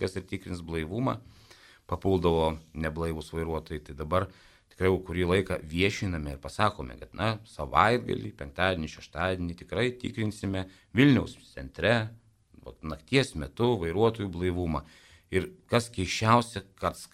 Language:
Lithuanian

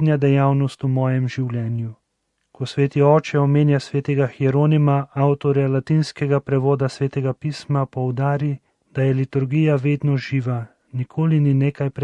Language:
Slovenian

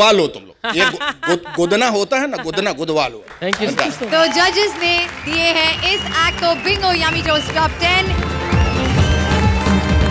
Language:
Hindi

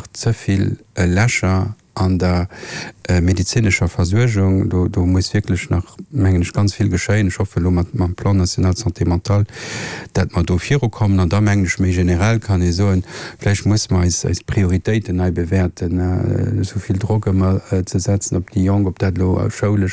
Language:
Luxembourgish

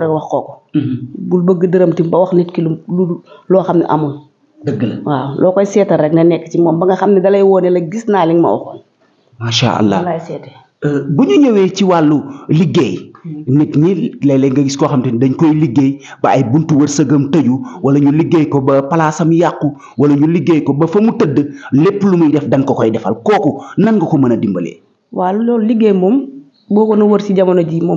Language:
Wolof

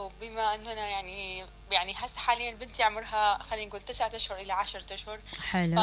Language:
Mesopotamian Arabic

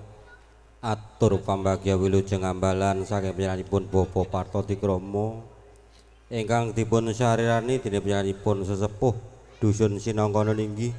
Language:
Javanese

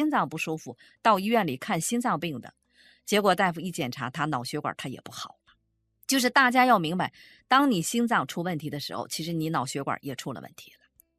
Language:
Chinese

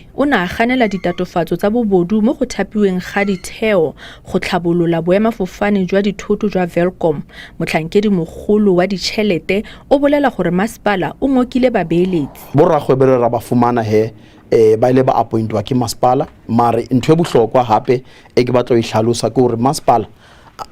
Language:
Southern Sotho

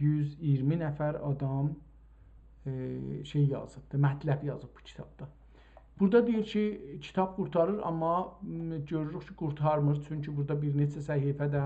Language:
South Azerbaijani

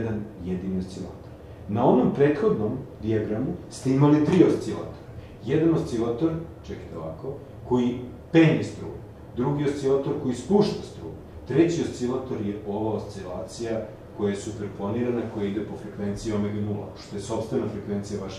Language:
Serbian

